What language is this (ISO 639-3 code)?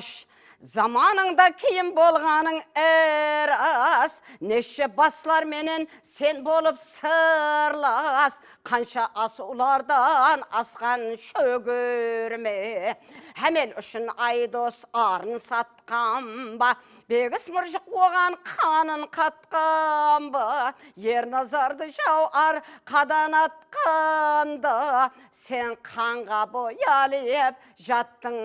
kaa